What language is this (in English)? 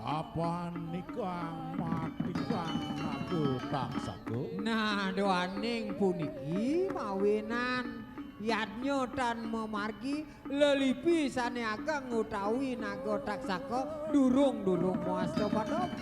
Balinese